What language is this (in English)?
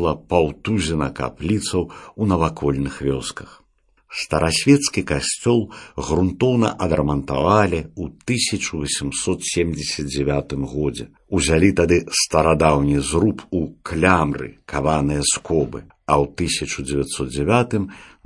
Belarusian